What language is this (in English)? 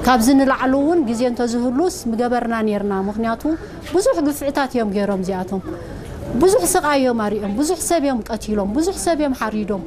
Tigrinya